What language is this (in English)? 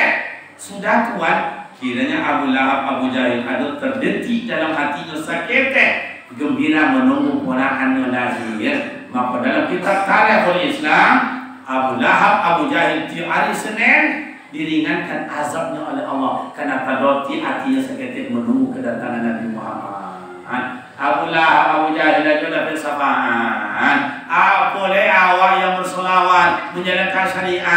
Minangkabau